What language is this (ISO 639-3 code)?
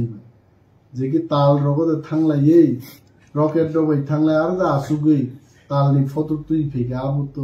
trp